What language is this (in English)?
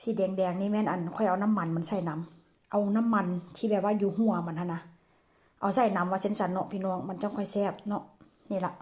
Northeastern Thai